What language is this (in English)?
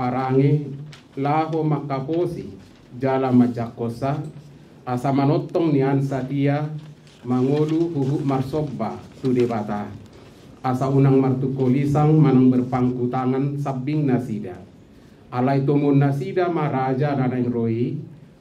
Batak Toba